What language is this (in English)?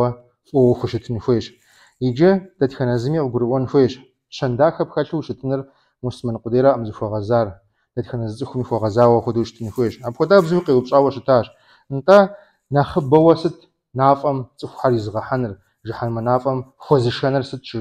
Kabardian